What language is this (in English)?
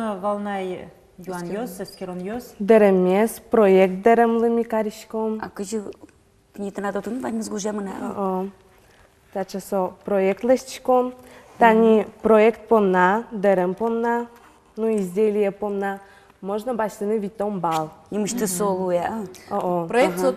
Udmurt